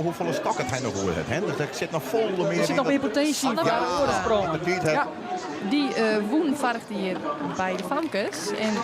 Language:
Western Frisian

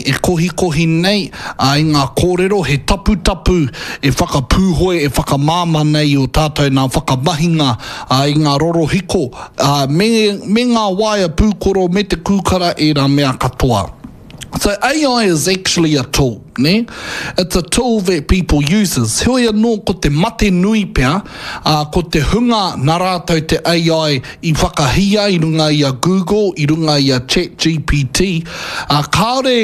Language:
Māori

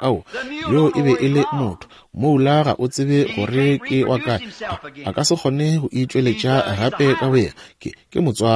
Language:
Northern Sotho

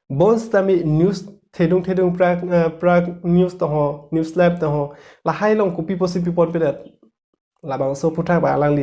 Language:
Karbi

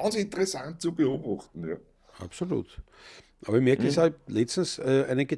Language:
Bavarian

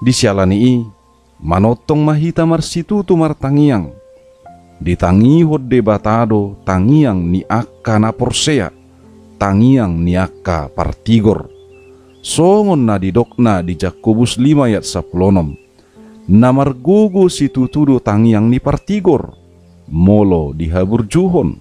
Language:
Batak Toba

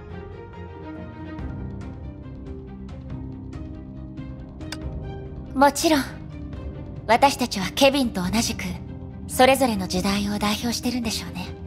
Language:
Japanese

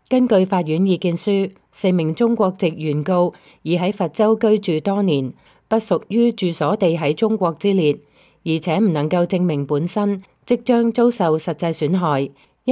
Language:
Cantonese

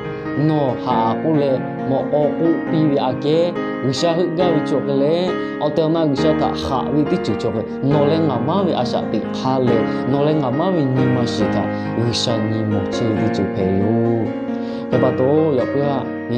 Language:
Lahu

